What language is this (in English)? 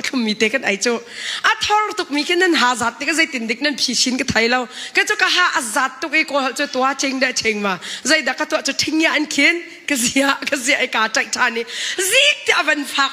Hakha Chin